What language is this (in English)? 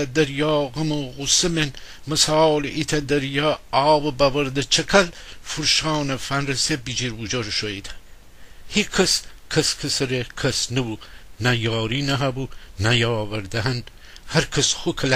Gilaki